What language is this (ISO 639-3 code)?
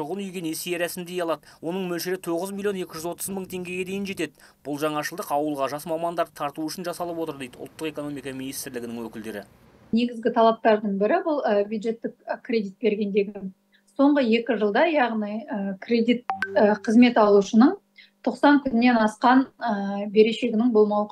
kaz